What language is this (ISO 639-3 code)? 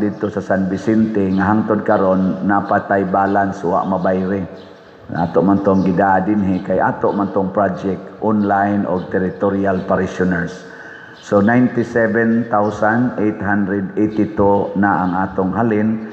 ceb